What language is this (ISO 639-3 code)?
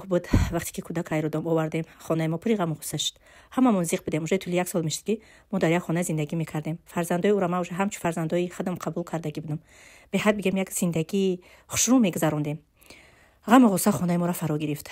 tgk